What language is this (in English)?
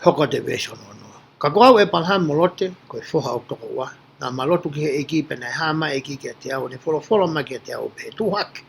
Tongan